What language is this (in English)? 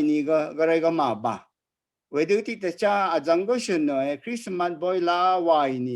Rawang